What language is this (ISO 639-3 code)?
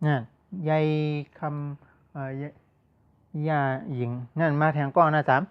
shn